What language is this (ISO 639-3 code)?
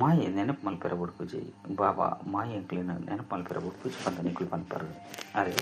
tcy